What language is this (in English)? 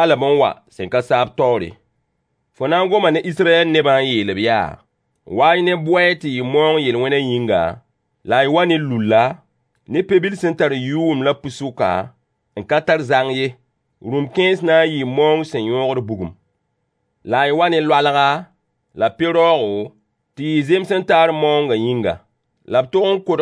Mossi